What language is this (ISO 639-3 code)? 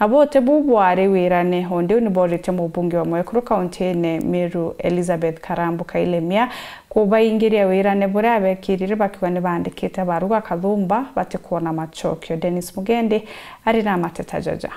mer